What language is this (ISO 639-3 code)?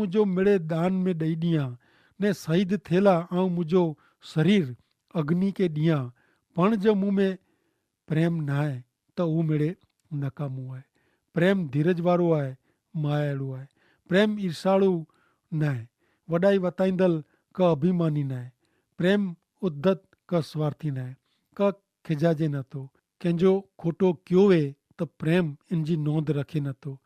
kfr